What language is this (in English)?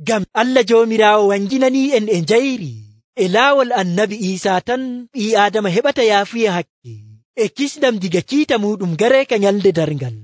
Nigerian Fulfulde